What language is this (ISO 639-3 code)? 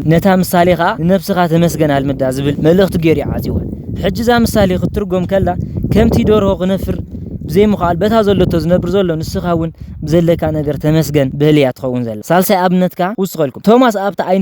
tir